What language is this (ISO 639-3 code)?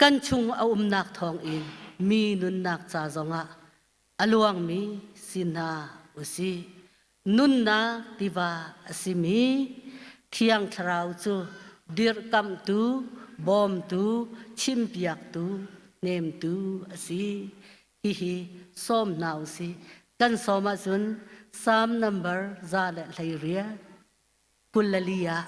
cnh